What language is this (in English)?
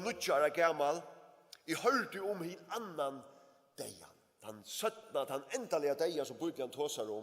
Faroese